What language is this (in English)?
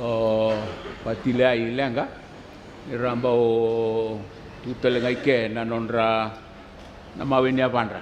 Fijian